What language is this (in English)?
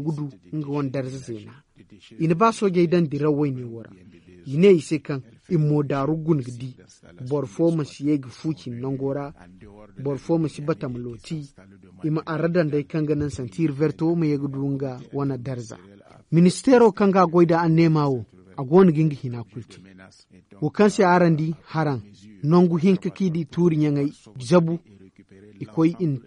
Zarma